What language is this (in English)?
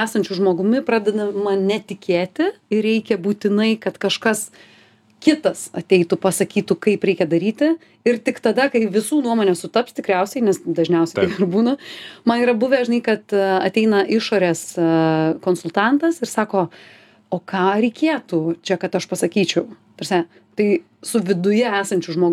Lithuanian